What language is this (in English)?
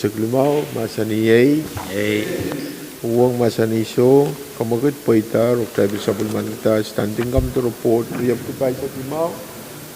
Pohnpeian